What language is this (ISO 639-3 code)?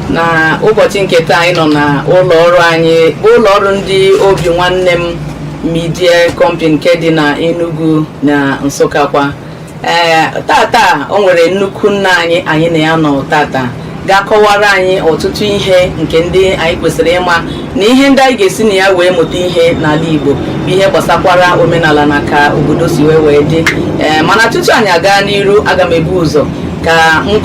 ibo